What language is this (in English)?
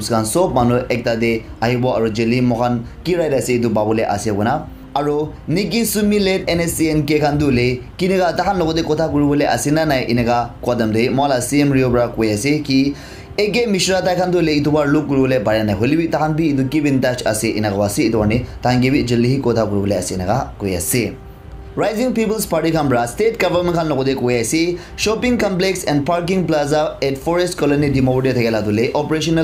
Naga Pidgin